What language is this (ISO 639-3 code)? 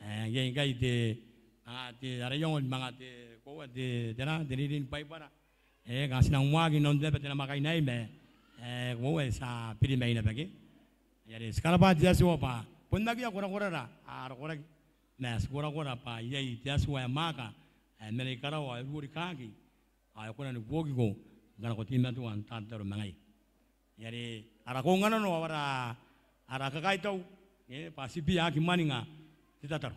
gil